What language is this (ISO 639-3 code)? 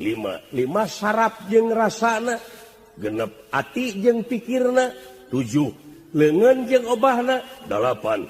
sun